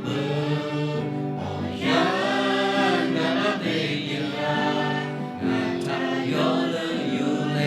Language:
Lahu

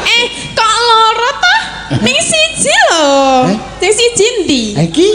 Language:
Javanese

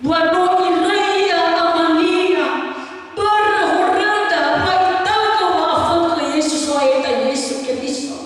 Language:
Nias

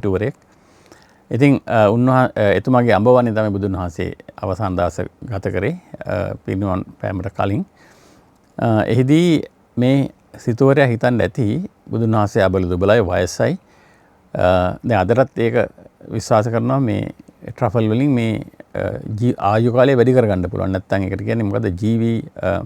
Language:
Sinhala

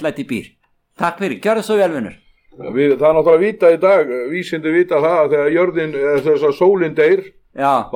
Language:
Icelandic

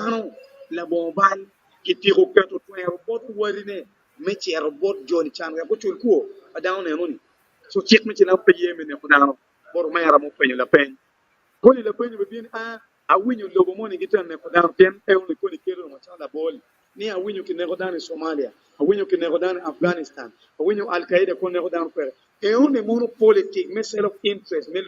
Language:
Acoli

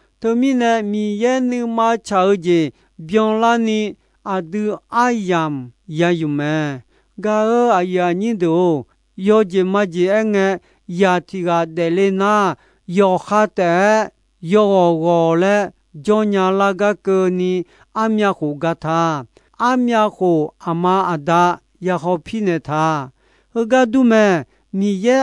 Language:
Akha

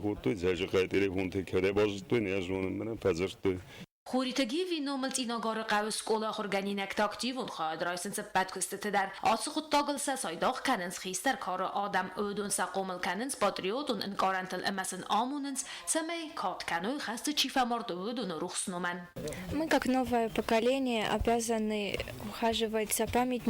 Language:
Ossetic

